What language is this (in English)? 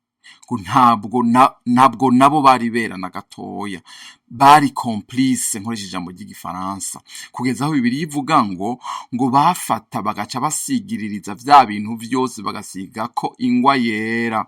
Rundi